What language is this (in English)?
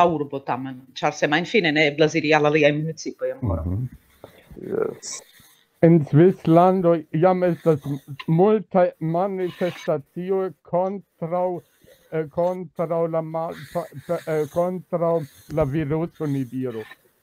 Esperanto